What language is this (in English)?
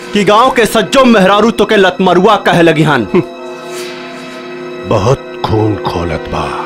Bhojpuri